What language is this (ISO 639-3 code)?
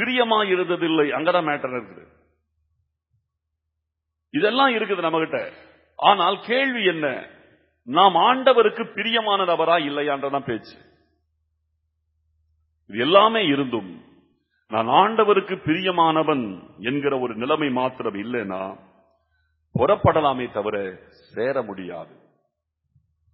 tam